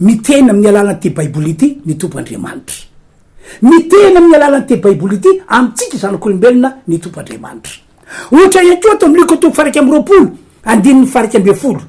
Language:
Malagasy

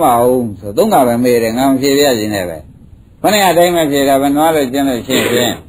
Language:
Burmese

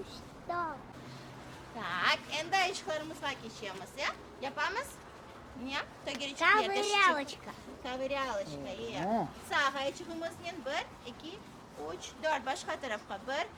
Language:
Crimean Tatar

